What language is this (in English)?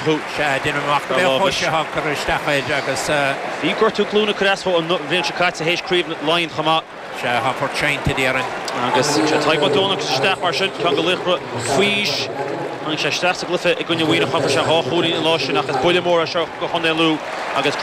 Irish